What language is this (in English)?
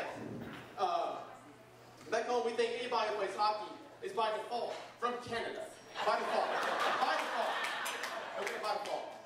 English